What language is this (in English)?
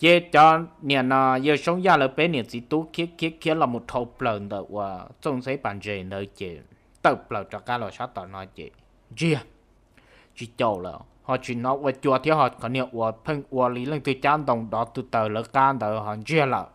Hmong